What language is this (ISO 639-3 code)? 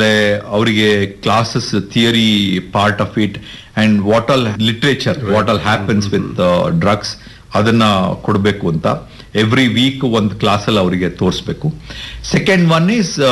kan